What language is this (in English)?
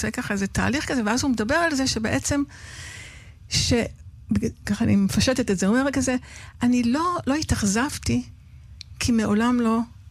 Hebrew